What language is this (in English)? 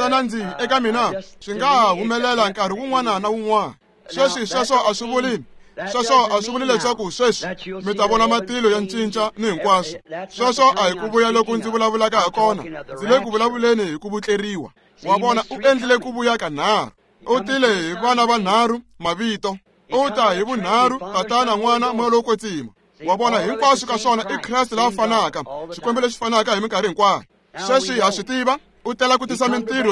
Tsonga